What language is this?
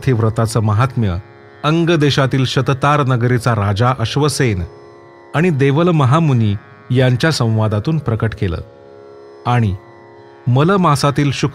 Marathi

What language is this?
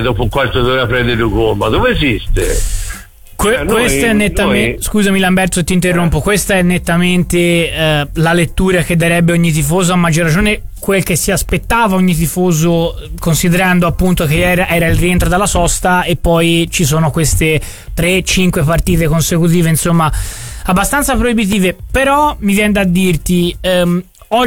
Italian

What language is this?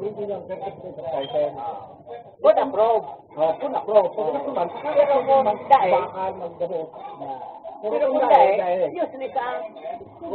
Bikol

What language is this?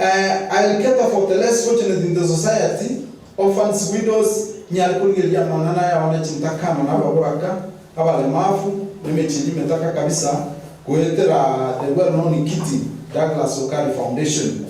Gusii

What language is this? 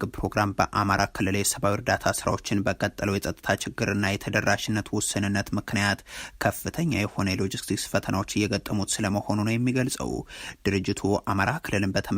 Amharic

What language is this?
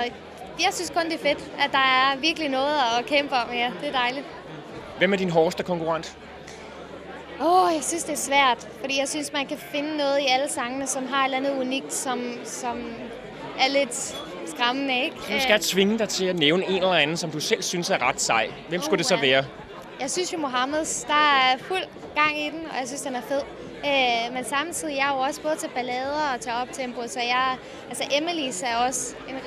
Danish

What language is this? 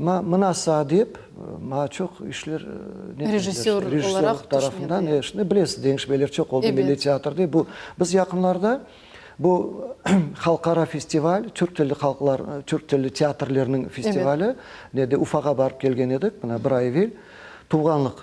Crimean Tatar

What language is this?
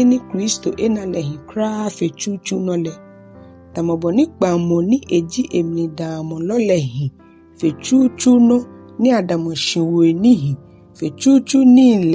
Ga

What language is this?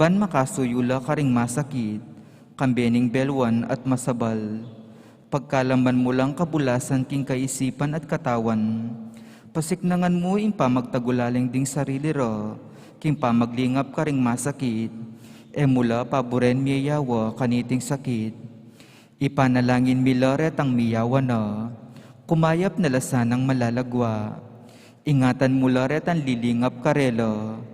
Pampanga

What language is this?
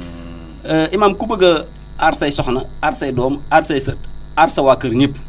Wolof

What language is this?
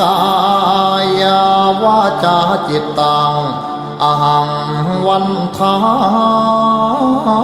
Pali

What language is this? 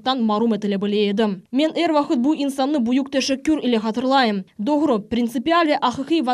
Crimean Tatar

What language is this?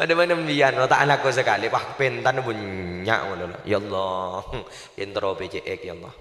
Madurese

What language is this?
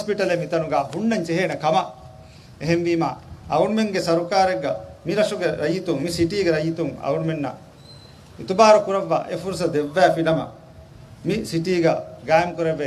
Divehi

